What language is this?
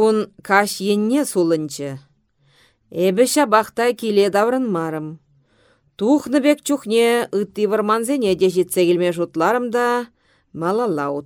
Chuvash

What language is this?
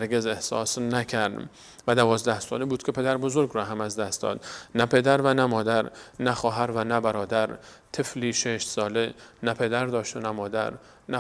Persian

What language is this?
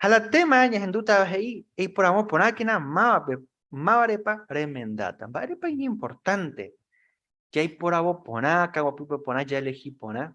Guarani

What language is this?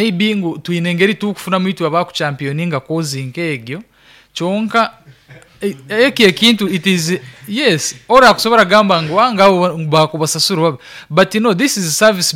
Nyankole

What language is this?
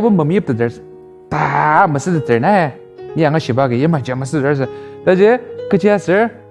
Ao Naga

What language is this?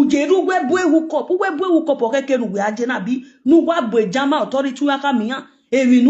Nigerian Pidgin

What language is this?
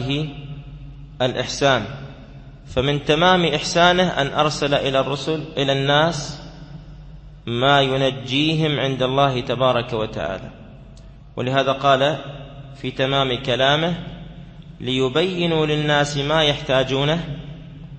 Arabic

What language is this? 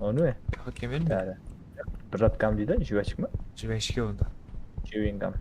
Kara-Kalpak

